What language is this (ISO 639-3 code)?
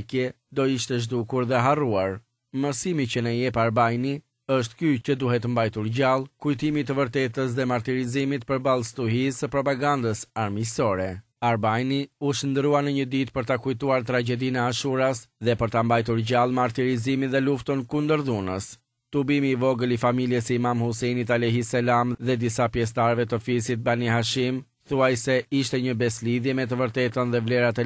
sqi